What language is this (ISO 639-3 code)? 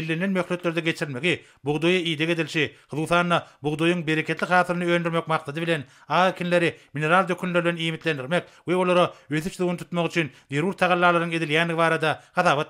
tuk